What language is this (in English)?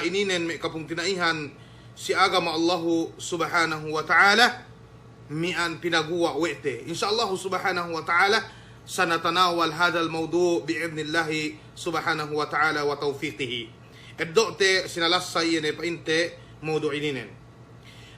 Yakan